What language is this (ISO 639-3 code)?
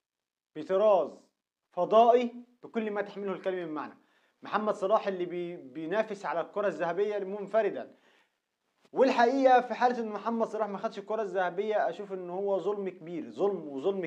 arz